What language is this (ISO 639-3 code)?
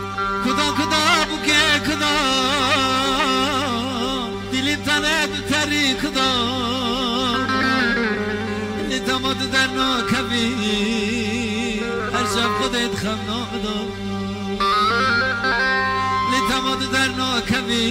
fas